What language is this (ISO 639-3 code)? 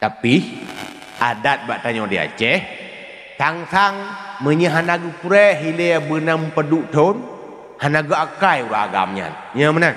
ace